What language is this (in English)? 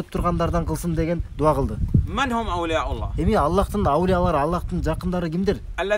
Kyrgyz